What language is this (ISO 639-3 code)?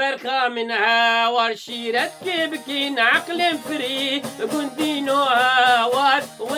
kur